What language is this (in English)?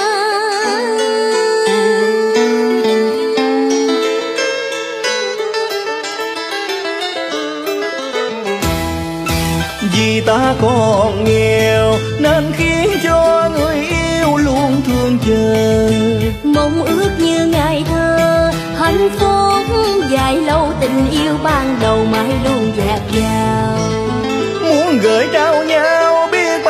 Vietnamese